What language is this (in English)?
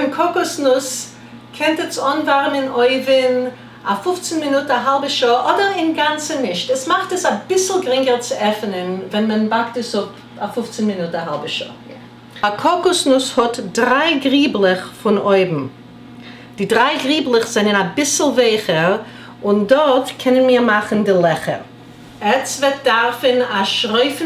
Yiddish